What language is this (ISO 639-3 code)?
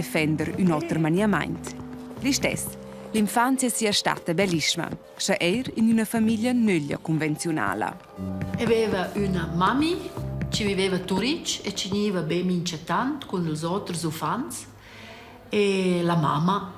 roh